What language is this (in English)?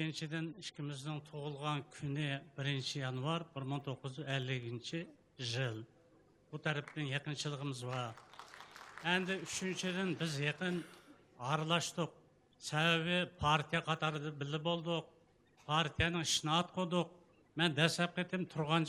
Uyghur